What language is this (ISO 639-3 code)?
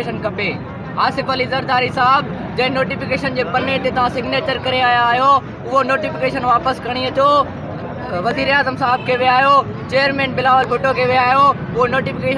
snd